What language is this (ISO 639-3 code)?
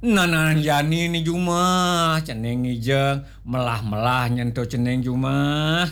ban